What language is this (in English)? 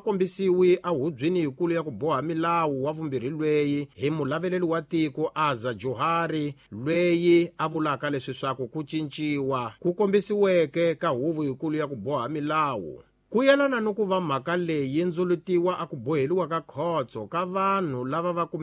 Tsonga